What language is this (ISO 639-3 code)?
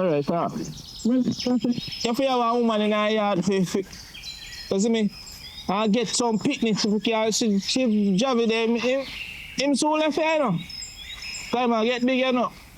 jam